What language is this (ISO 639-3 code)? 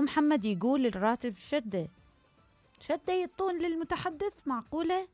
acm